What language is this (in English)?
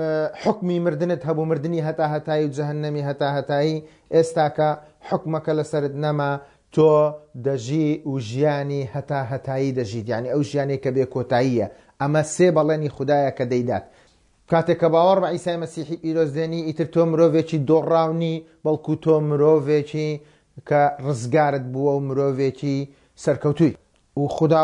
Central Kurdish